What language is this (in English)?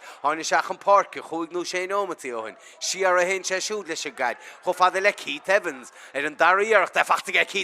Irish